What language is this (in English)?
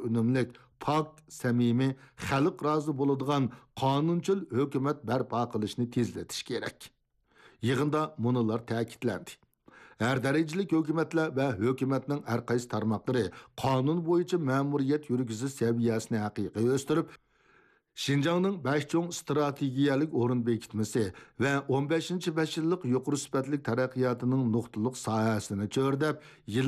Uyghur